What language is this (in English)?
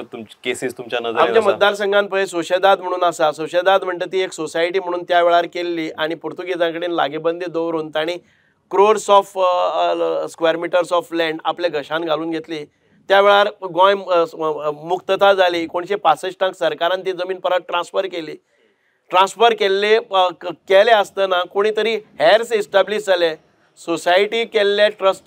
Konkani